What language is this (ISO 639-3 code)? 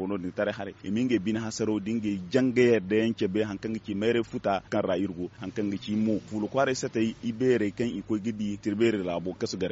dje